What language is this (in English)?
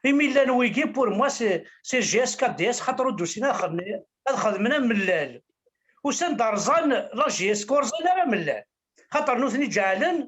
Kabyle